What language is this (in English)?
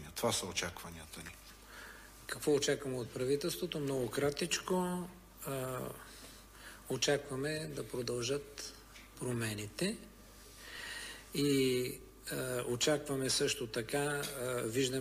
Bulgarian